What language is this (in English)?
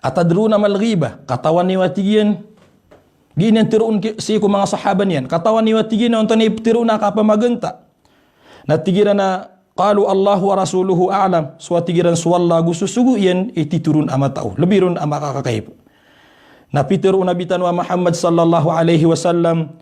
Maranao